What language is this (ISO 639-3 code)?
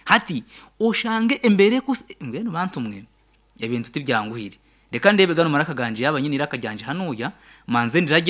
nyn